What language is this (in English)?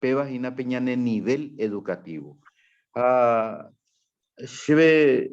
Guarani